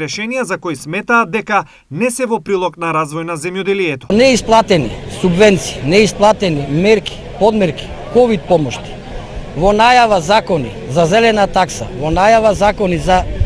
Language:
Macedonian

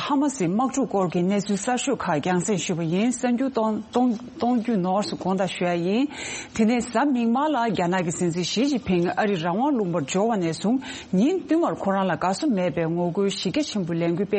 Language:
Tibetan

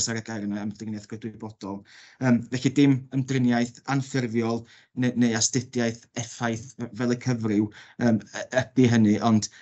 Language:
Welsh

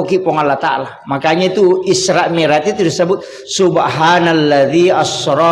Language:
Buginese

